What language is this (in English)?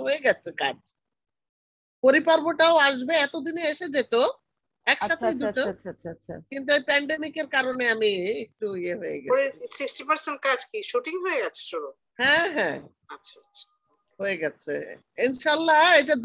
Bangla